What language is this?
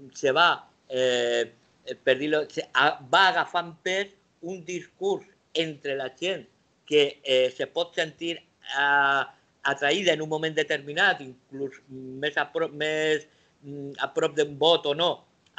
Catalan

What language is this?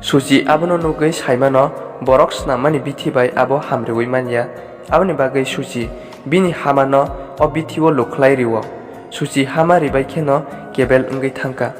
Kok Borok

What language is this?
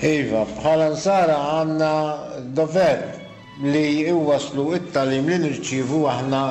Maltese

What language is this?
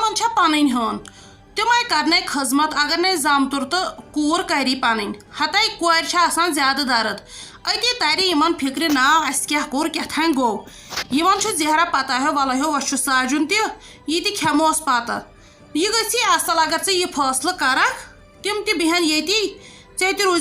Kashmiri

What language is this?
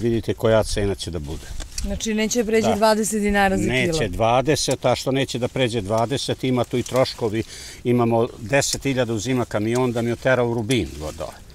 Serbian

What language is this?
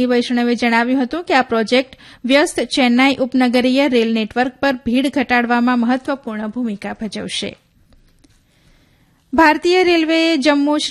Gujarati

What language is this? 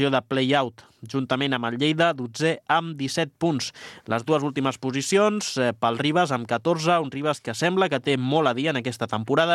Catalan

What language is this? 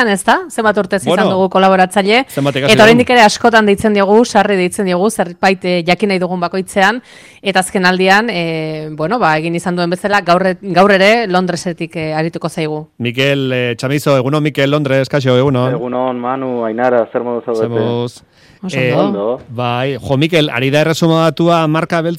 Basque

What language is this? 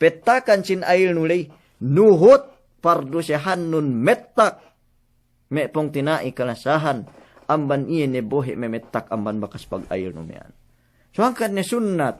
Yakan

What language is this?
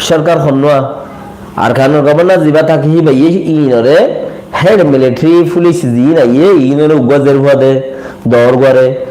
Rohingya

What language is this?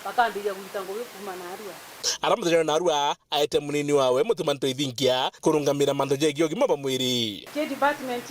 Meru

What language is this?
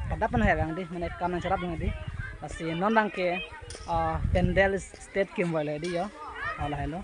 Karbi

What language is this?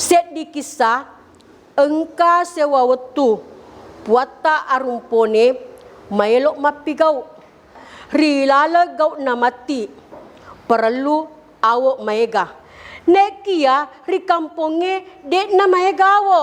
Buginese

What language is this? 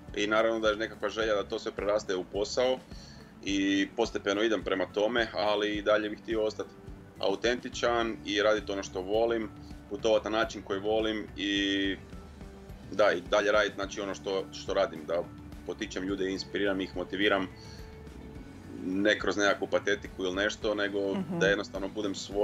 Croatian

